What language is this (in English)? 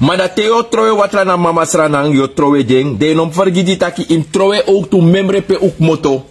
Sranan Tongo